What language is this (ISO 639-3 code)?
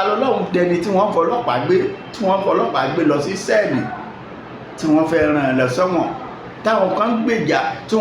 yor